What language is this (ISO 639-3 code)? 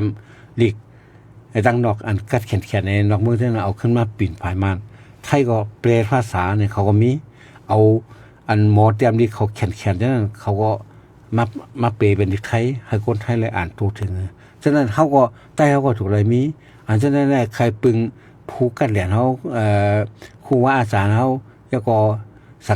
shn